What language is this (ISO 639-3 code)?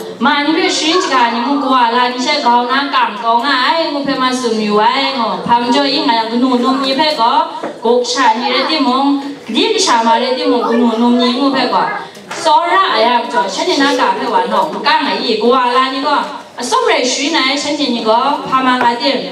kac